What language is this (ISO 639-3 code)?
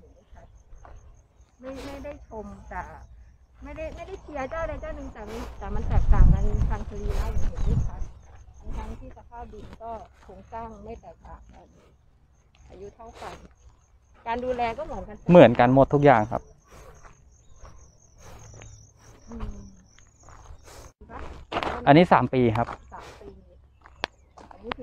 tha